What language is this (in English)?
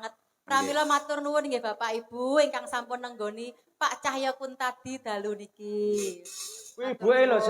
Javanese